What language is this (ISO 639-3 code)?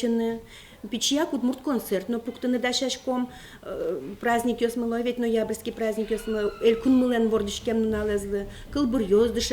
udm